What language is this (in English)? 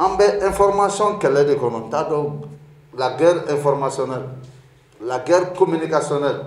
Bambara